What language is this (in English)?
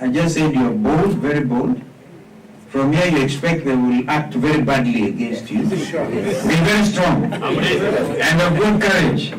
Kamba